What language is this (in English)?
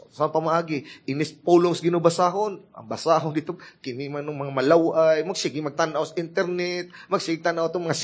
Cebuano